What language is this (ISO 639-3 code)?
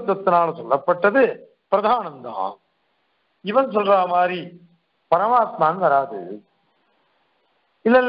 tam